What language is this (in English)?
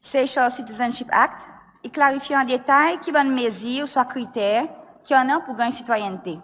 Seselwa Creole French